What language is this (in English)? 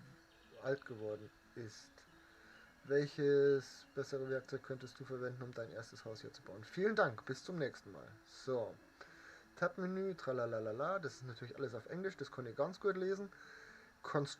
Bavarian